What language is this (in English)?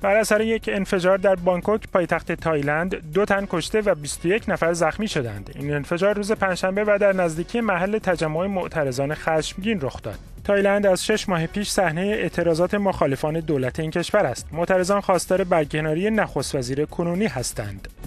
Persian